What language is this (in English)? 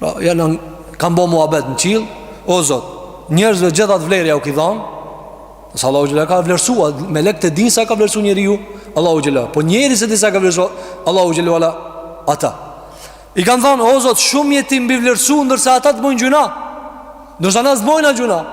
Albanian